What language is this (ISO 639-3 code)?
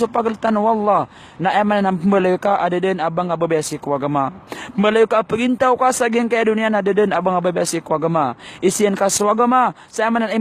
mrw